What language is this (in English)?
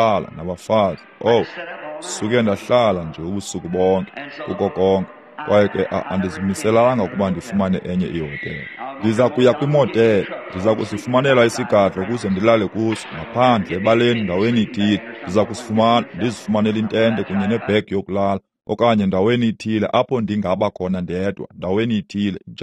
Xhosa